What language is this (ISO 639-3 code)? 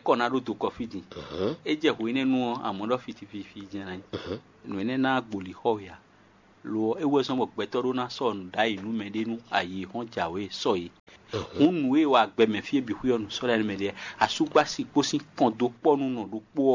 fon